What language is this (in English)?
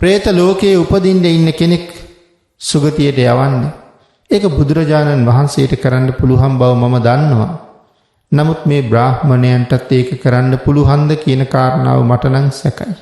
Sinhala